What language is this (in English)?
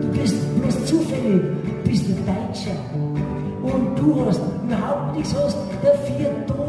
Bavarian